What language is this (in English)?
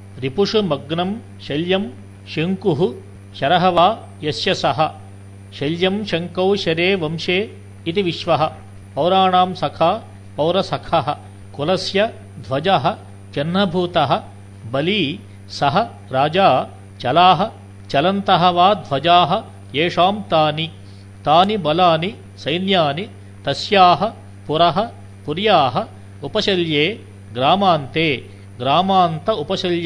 Sanskrit